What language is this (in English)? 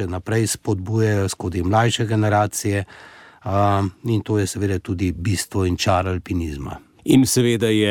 Slovenian